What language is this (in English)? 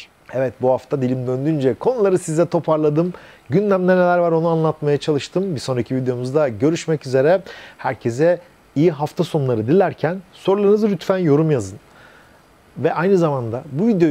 Turkish